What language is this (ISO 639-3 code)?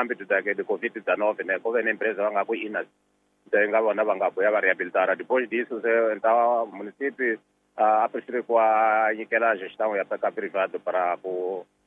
tso